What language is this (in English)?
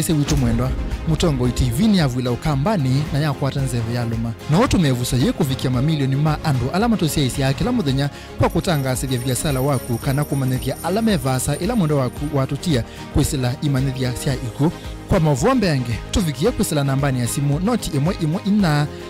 Kamba